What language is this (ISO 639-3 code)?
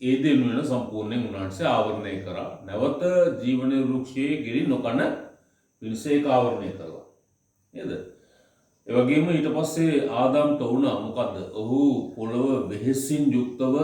sin